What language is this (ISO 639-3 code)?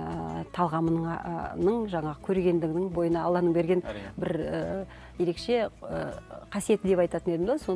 kaz